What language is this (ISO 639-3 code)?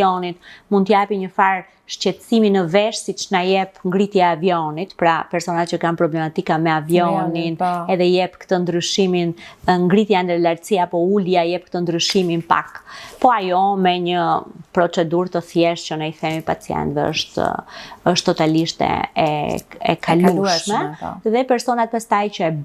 sqi